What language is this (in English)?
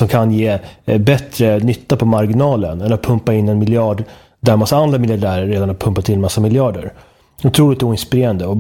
Swedish